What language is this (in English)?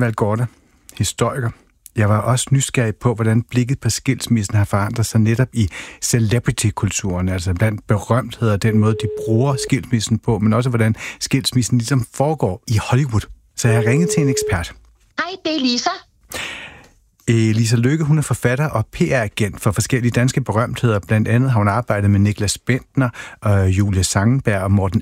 Danish